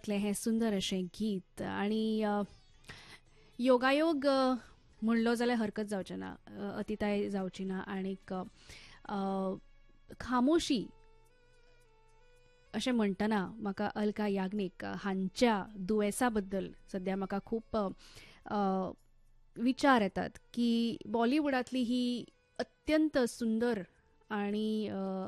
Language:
Konkani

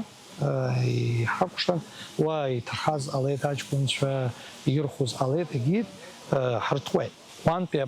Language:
Abkhazian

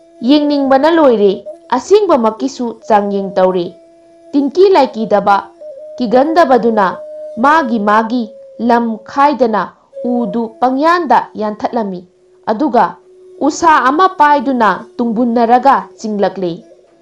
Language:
Manipuri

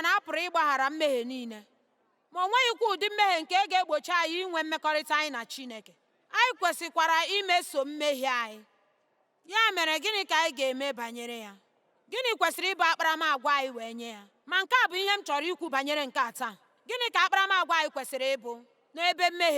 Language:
Igbo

